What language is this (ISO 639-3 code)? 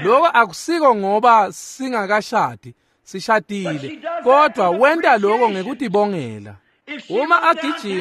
ssw